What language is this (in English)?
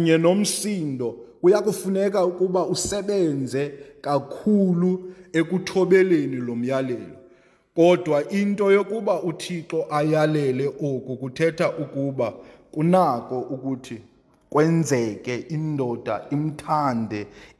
Xhosa